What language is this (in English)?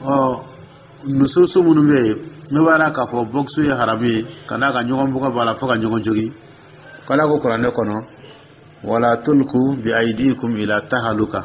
Dyula